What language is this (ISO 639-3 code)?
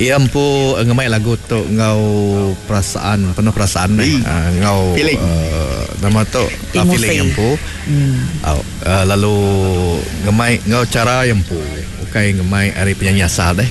iba